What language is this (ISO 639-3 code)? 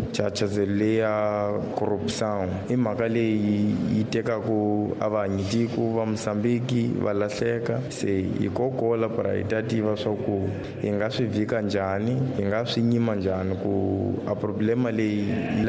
tso